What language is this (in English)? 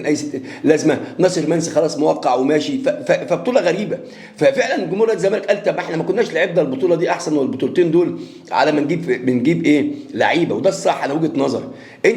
Egyptian Arabic